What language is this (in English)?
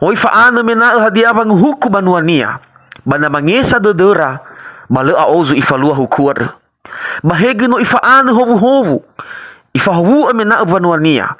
Nias